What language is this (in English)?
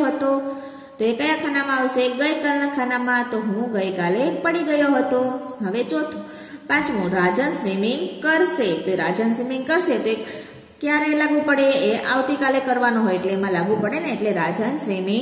Gujarati